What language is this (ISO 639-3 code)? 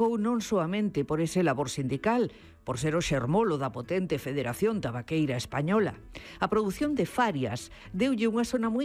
glg